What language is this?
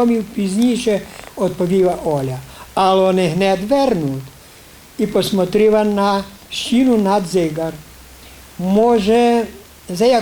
Rusyn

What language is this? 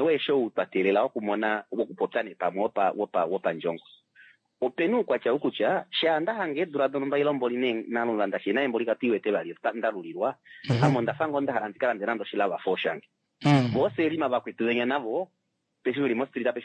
Kuanyama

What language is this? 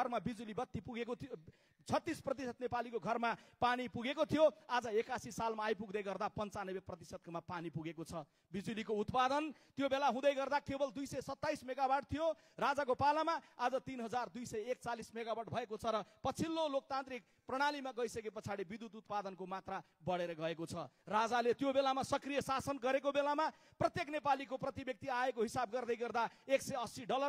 Nepali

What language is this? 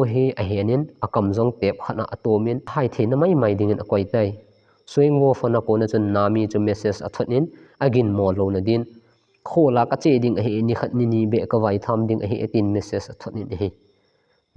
Thado Chin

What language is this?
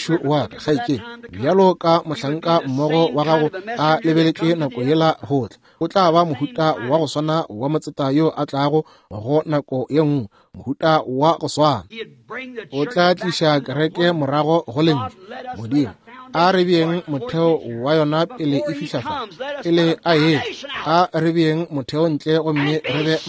Northern Sotho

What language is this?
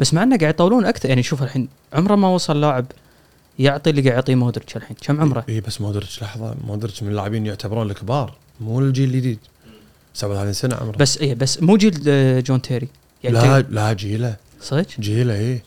Gulf Arabic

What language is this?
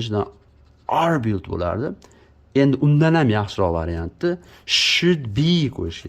Uzbek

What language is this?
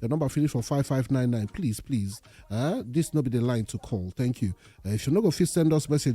Nigerian Pidgin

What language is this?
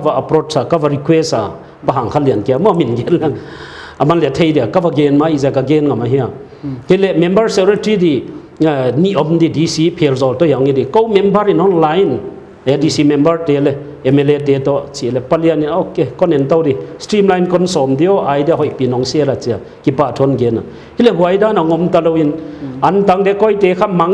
Paite Chin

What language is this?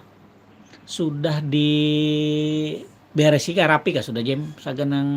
Banjar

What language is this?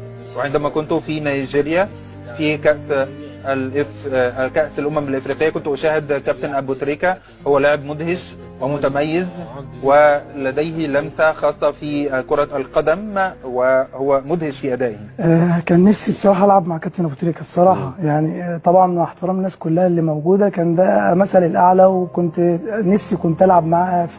Egyptian Arabic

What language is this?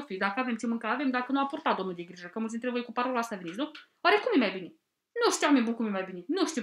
Romanian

